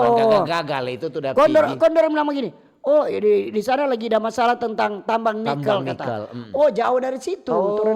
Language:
Manado Malay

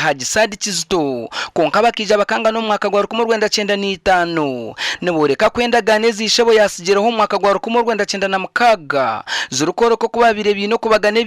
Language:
Nyankole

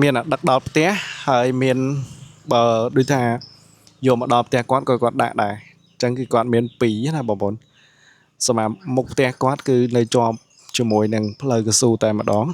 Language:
Khmer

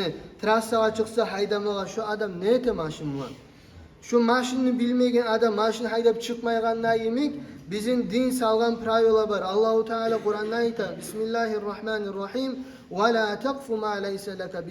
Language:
Kumyk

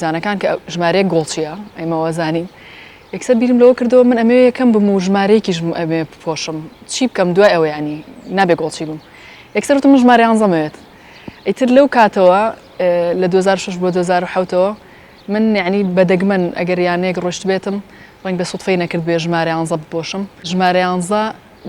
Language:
Central Kurdish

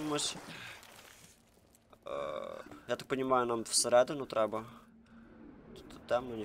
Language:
Ukrainian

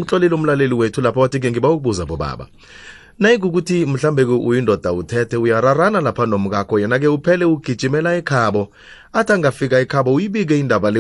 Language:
South Ndebele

